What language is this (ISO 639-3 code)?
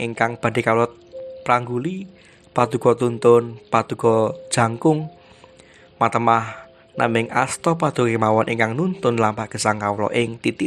jav